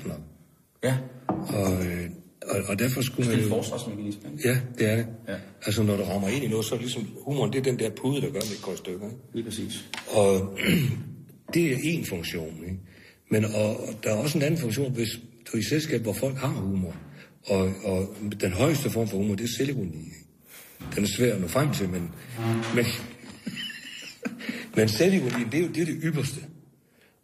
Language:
Danish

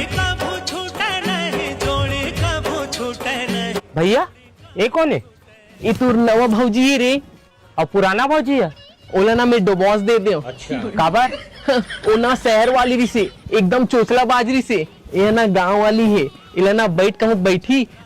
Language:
Chhattisgarhi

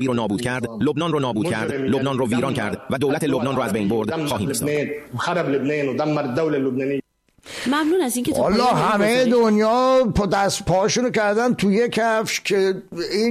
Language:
Persian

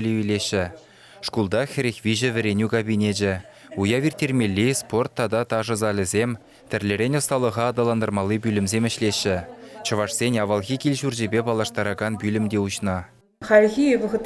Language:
Chuvash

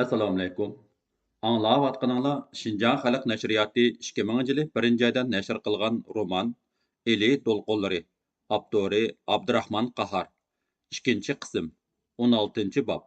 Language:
Uyghur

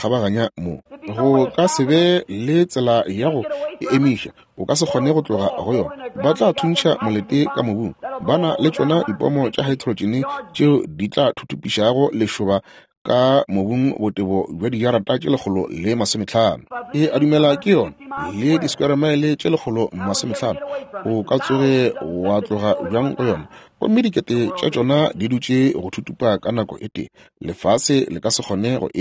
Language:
Northern Sotho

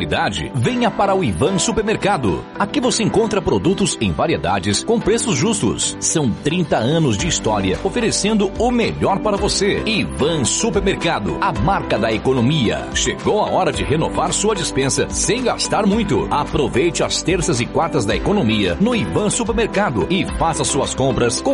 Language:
Portuguese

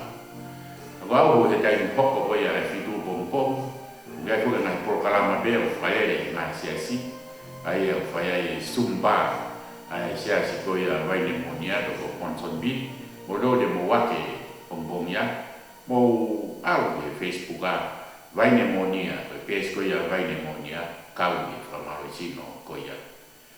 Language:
Tongan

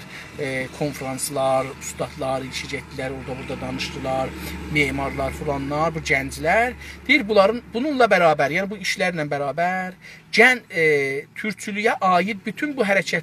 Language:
South Azerbaijani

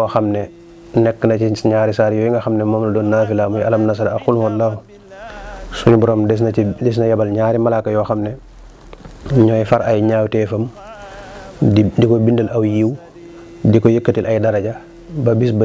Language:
Wolof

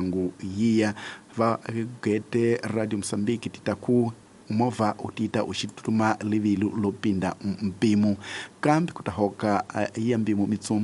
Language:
Tsonga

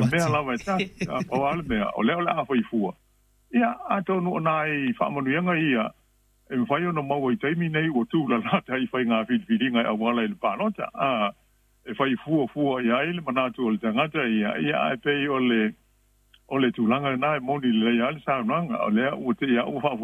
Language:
Samoan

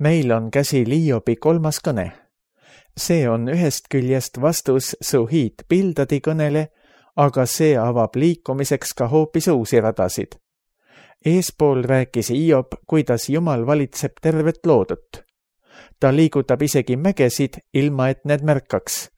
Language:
Estonian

